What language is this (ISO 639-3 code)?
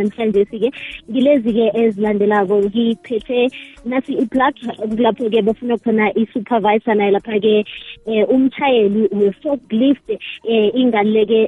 nbl